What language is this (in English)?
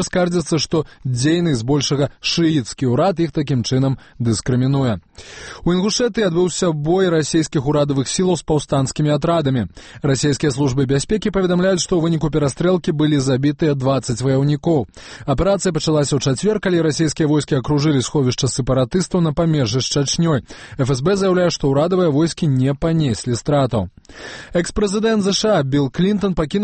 Belarusian